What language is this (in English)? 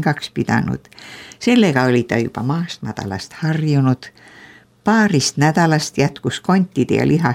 Estonian